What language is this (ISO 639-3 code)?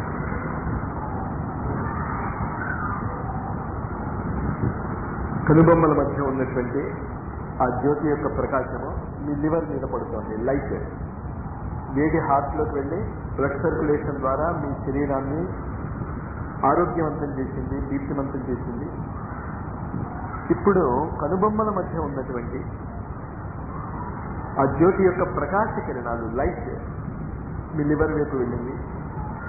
tel